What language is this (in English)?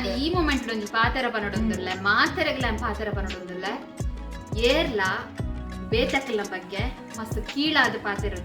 Tulu